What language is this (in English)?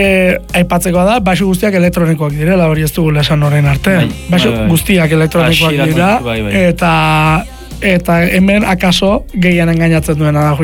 Basque